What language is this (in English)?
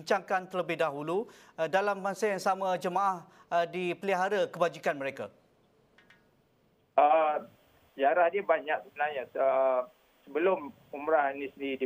Malay